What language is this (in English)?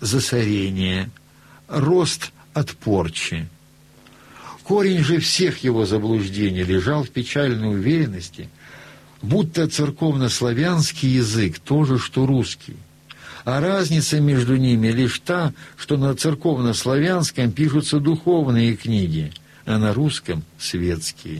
Russian